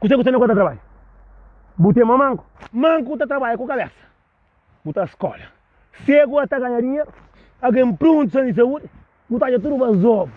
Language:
Kabuverdianu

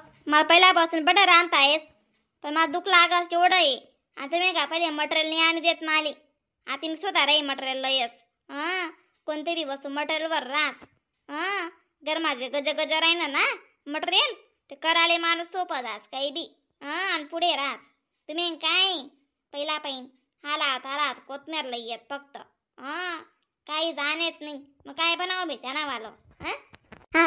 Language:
Khandesi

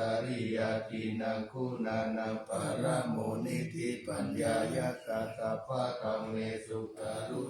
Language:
Pali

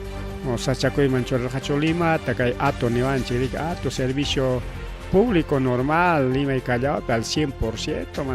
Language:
Ayacucho Quechua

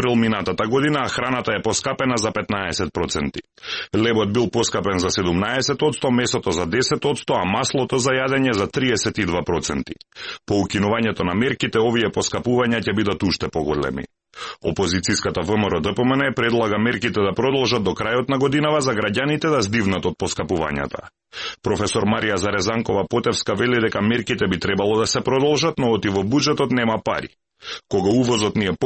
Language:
Macedonian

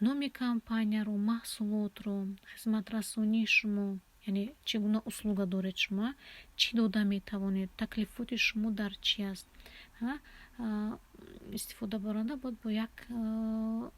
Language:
Tajik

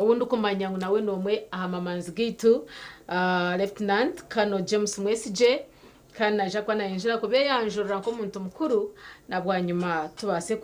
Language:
Nyankole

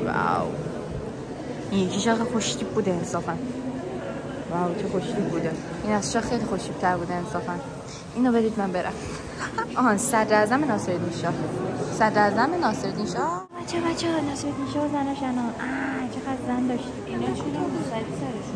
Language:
Persian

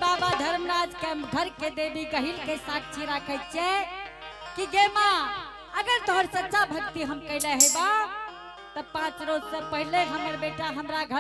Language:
Angika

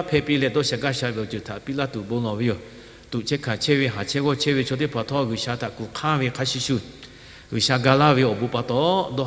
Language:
Lahu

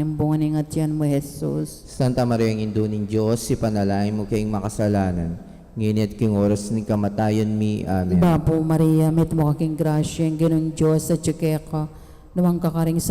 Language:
Pampanga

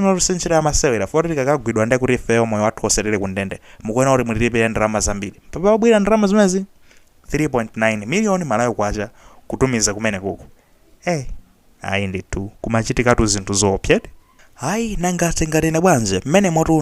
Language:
Nyanja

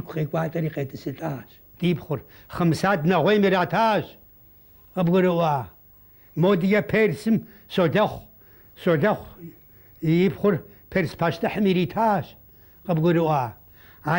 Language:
Kabardian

